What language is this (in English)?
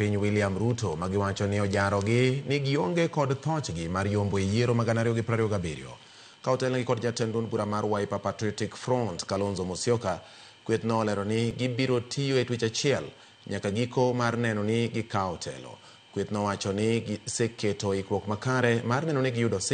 Luo (Kenya and Tanzania)